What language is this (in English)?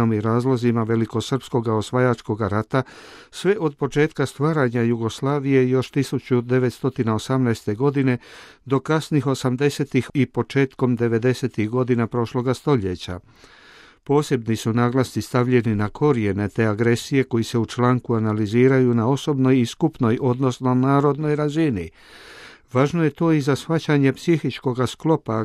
Croatian